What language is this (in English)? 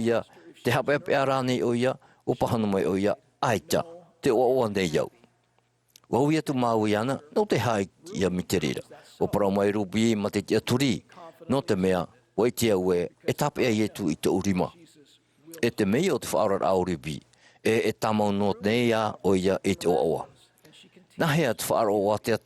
Tahitian